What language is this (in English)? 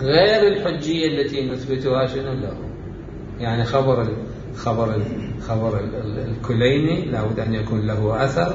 Mesopotamian Arabic